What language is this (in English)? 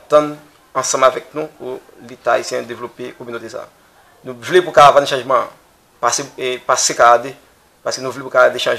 Haitian Creole